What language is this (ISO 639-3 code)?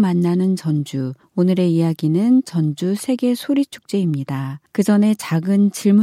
kor